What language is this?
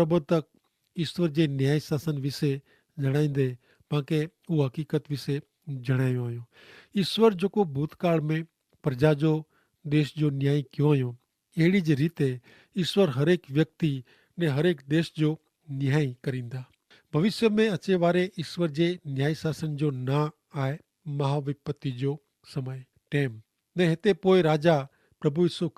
Kachhi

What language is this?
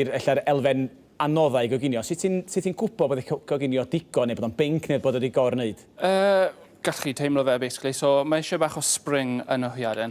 Welsh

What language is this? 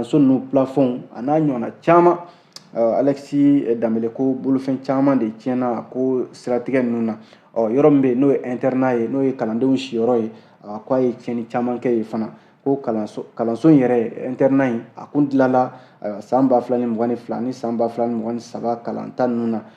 Bambara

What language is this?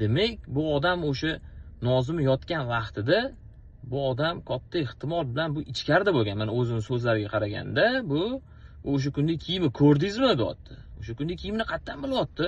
Uzbek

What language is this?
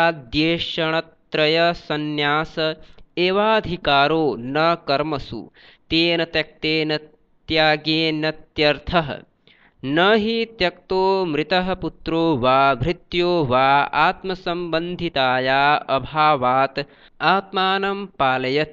Sanskrit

